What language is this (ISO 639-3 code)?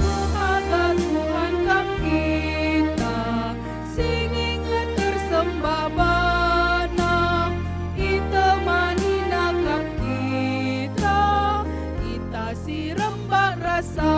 btx